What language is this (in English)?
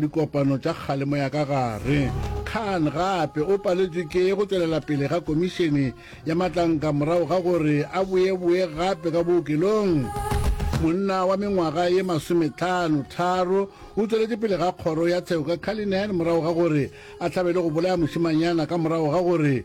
Northern Sotho